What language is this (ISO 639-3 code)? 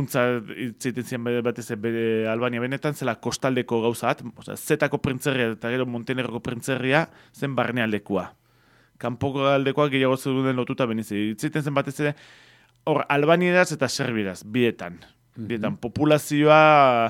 eus